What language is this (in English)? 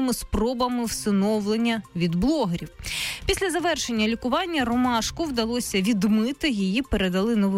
Ukrainian